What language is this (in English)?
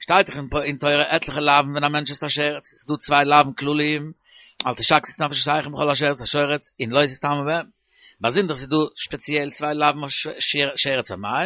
Yiddish